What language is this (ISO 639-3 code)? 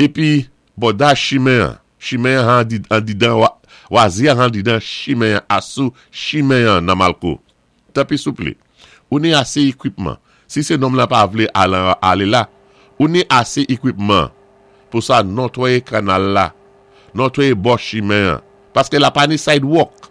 acf